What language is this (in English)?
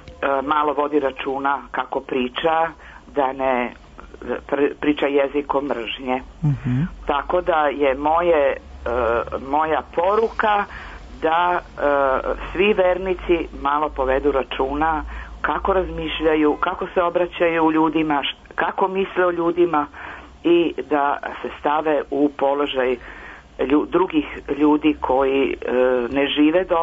Serbian